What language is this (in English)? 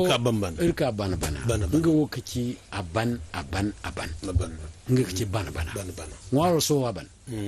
Zarma